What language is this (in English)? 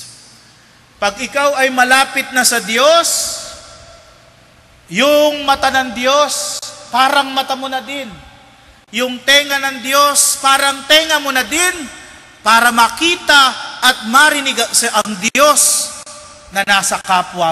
Filipino